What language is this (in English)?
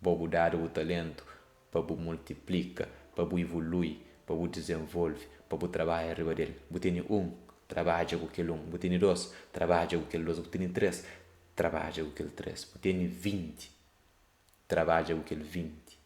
Kabuverdianu